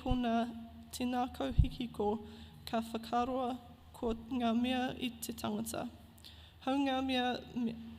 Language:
Māori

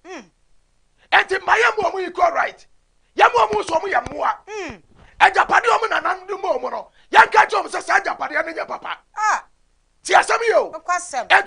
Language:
Akan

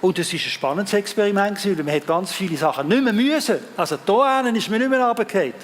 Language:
Swiss German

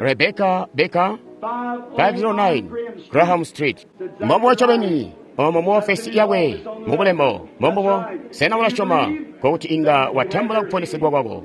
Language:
Tonga (Zambia)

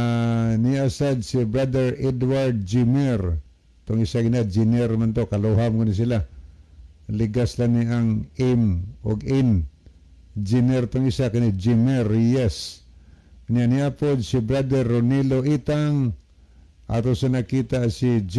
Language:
Cebuano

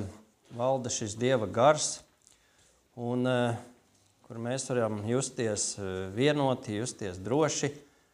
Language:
Latvian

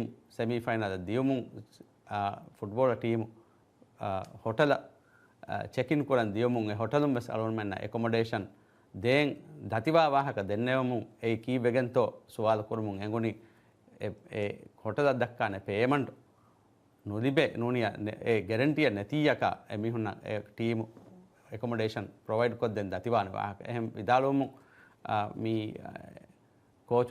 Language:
Divehi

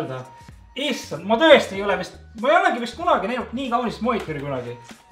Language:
Estonian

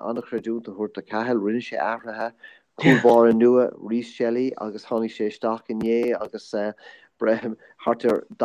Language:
Irish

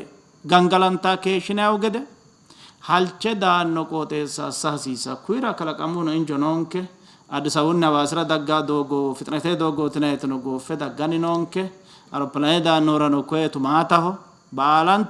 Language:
Sidamo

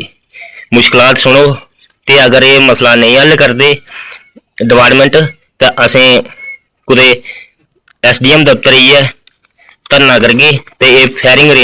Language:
Dogri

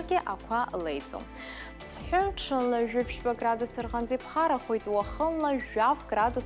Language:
Abkhazian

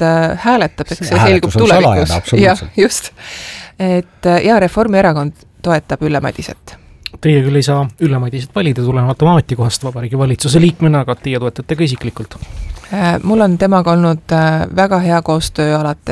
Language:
Estonian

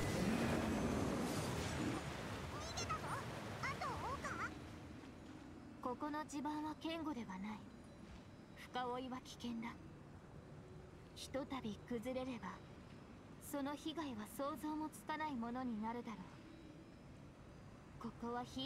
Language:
Japanese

